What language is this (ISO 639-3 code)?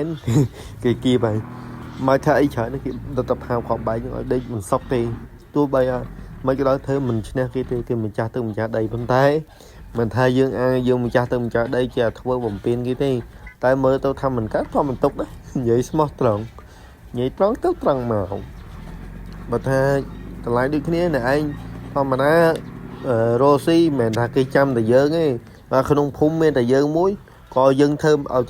khm